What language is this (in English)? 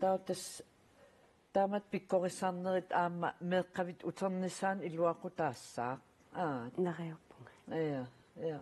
Kalaallisut